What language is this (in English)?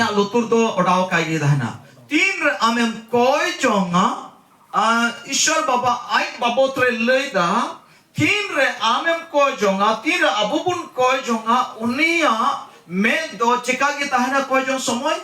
Santali